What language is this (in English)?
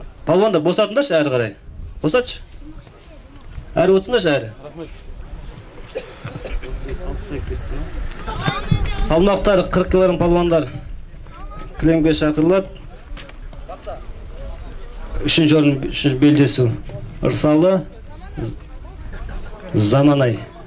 Kazakh